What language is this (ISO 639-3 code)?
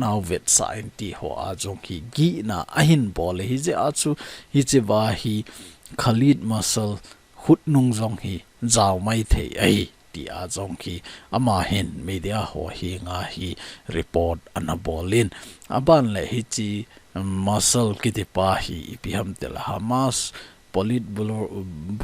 tcz